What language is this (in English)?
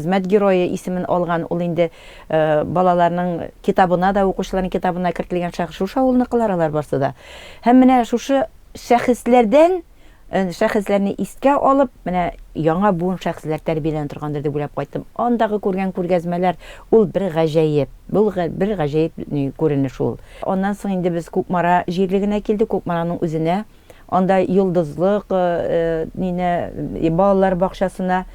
Tatar